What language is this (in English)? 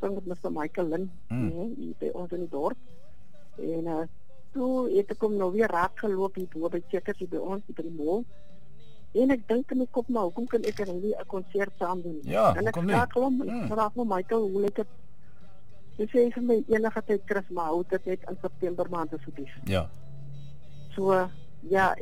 Afrikaans